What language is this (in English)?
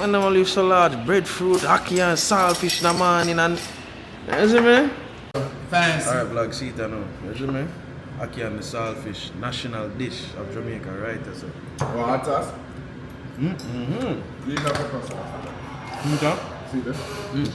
Jamaican Creole English